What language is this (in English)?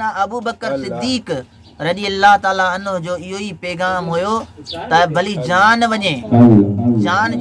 Sindhi